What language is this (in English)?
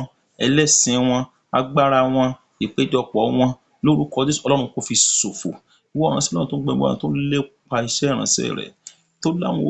Yoruba